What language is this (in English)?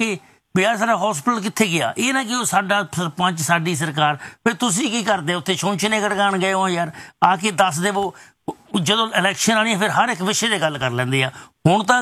Punjabi